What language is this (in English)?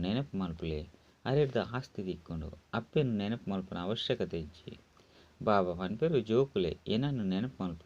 Tulu